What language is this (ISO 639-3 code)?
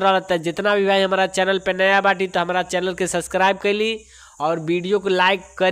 bho